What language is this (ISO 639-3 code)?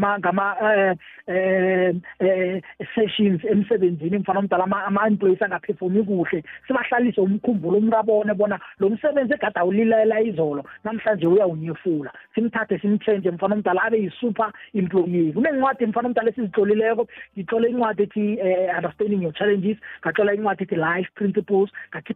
nbl